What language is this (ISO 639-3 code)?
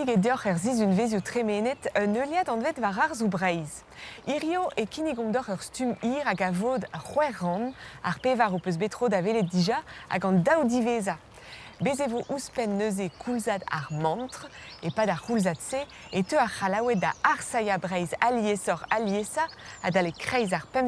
bre